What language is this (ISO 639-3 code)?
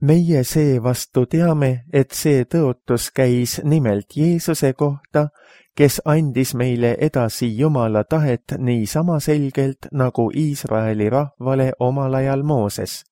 est